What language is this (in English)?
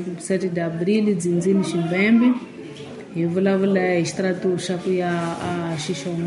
Tsonga